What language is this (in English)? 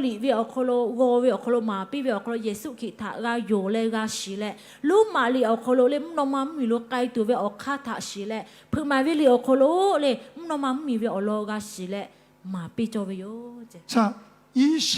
Lahu